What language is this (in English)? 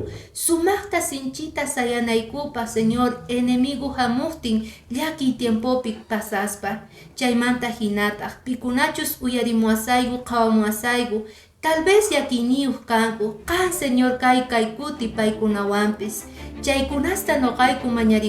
Quechua